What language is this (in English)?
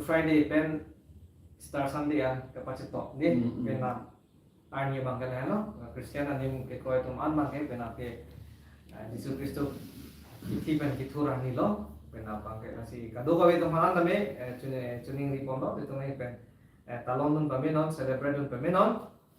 Karbi